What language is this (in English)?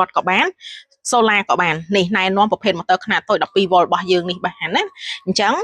Khmer